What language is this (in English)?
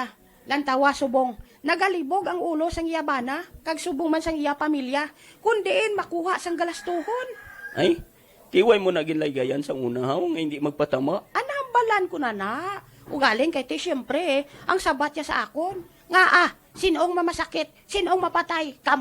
Hiligaynon